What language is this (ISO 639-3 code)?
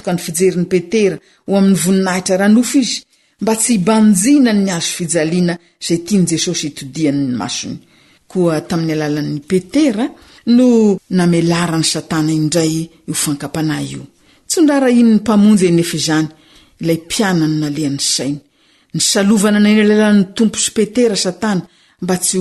mlg